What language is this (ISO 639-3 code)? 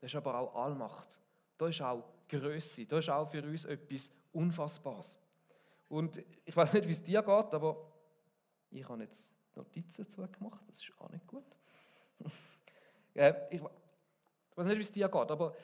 gsw